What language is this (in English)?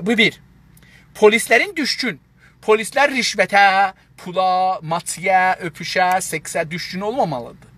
South Azerbaijani